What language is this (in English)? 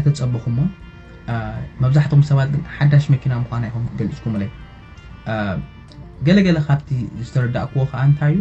Tigrinya